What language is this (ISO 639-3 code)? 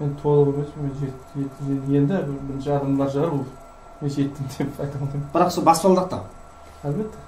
kaa